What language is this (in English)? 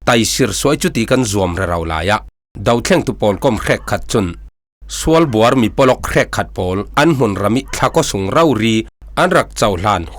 Falam Chin